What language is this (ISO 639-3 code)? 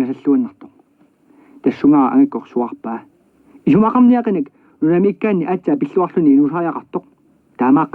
kal